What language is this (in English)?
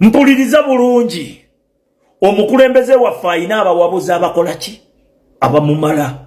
Ganda